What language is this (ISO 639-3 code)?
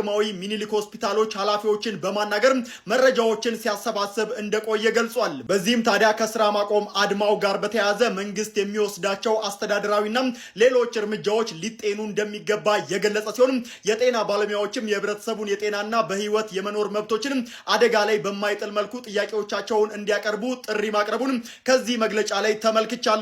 amh